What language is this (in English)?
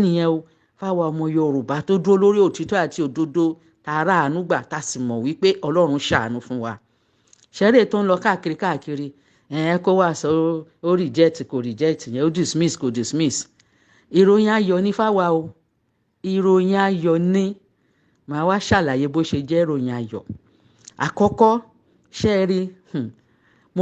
Yoruba